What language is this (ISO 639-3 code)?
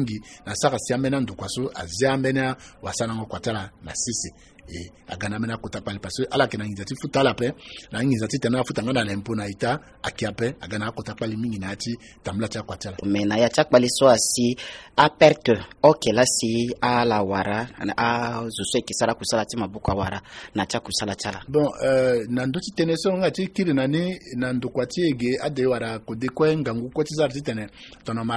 sag